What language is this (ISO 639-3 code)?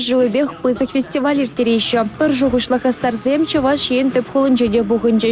chv